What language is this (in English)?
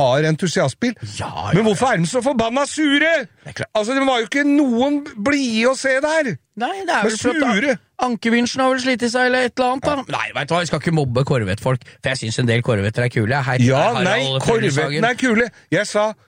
Norwegian